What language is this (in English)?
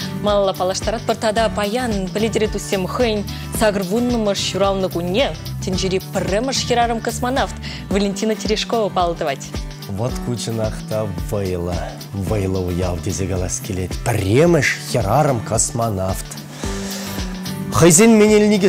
Chuvash